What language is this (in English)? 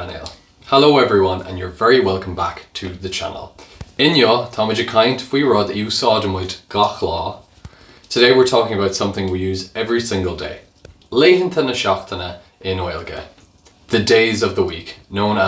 Irish